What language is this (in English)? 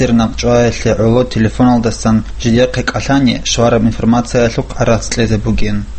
Avaric